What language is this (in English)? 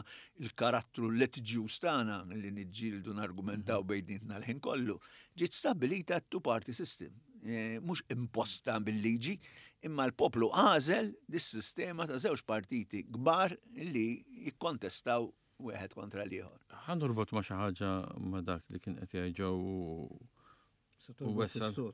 Maltese